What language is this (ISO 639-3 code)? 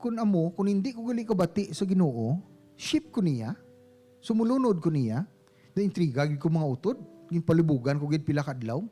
hil